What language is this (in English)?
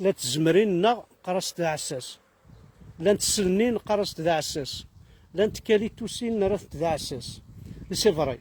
Kabyle